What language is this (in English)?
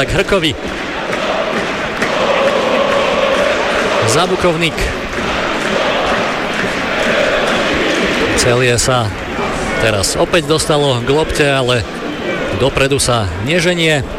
Slovak